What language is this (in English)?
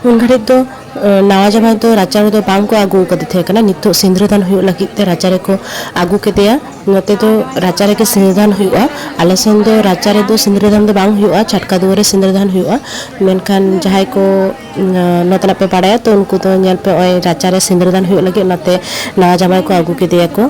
Santali